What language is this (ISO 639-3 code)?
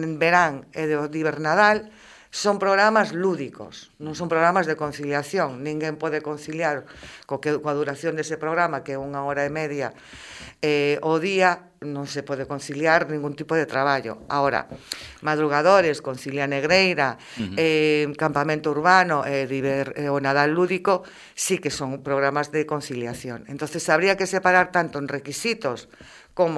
glg